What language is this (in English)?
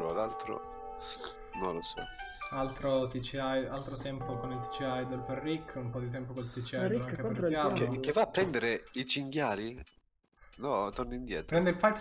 Italian